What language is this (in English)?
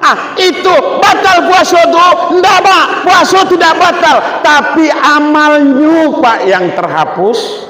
Minangkabau